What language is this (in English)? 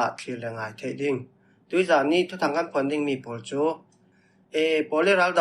Falam Chin